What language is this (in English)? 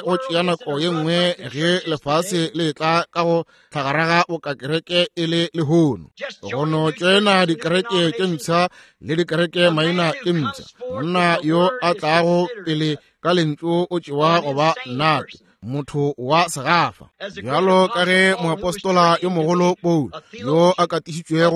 Northern Sotho